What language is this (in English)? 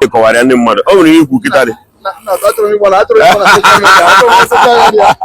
Igbo